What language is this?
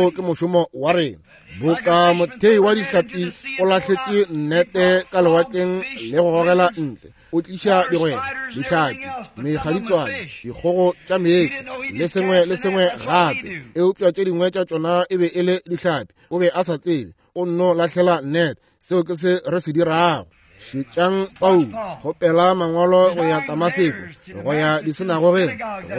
Northern Sotho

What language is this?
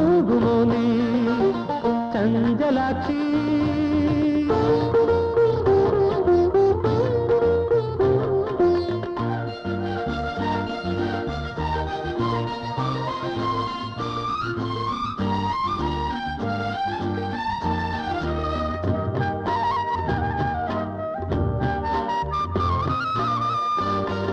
Malayalam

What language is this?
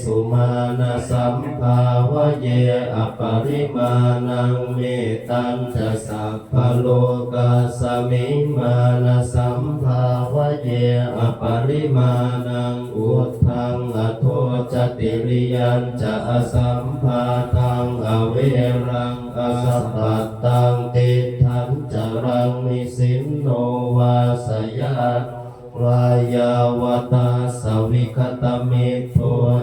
Pali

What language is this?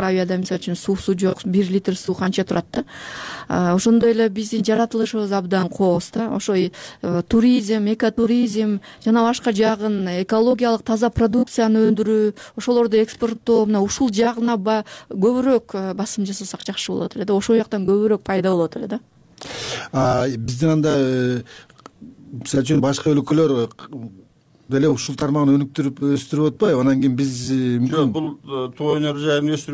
Kyrgyz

